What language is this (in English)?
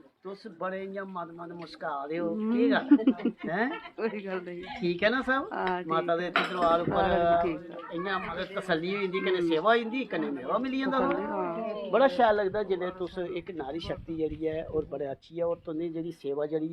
Dogri